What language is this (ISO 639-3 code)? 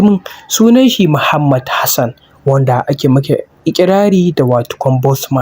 hau